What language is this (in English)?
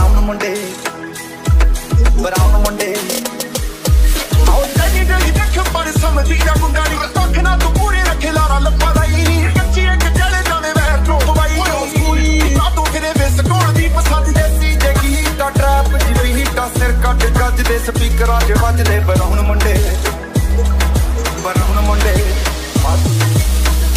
Punjabi